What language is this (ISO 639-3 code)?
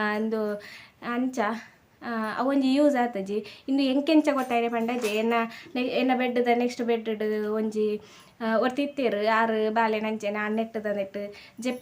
tcy